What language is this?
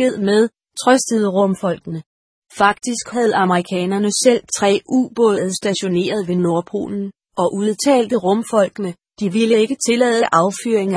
Danish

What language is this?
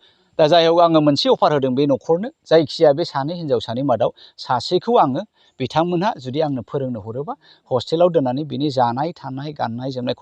Bodo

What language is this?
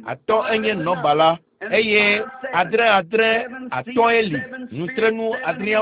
Ewe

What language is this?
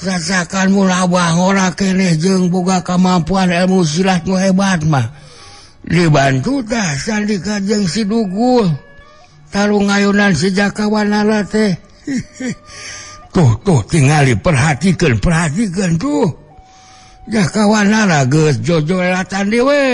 Sundanese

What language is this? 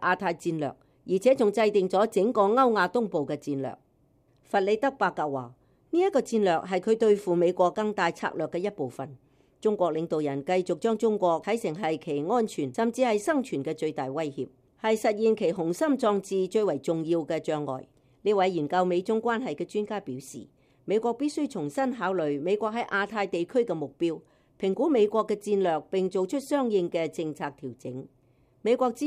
Cantonese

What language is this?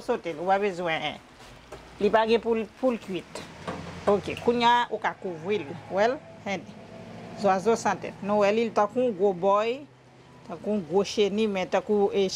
Haitian Creole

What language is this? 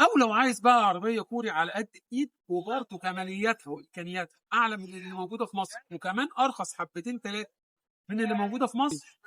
Egyptian Arabic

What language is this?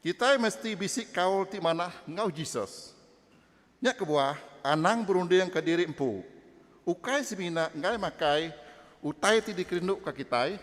Iban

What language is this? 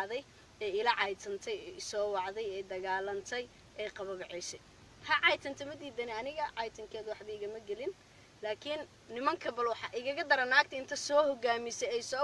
Somali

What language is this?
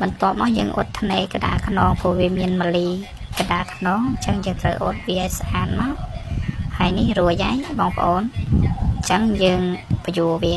Khmer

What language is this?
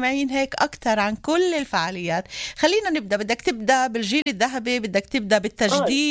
North Levantine Arabic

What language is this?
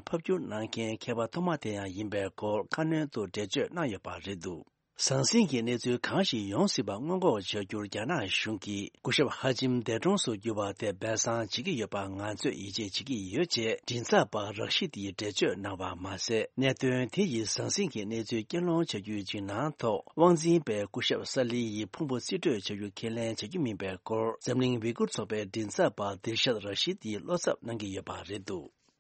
Tibetan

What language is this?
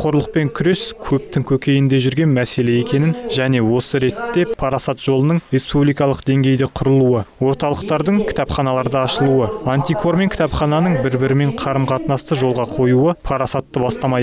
Kazakh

